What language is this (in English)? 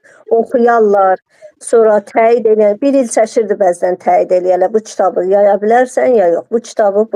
Azerbaijani